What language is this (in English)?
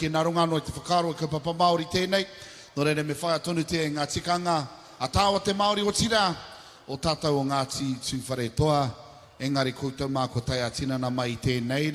Māori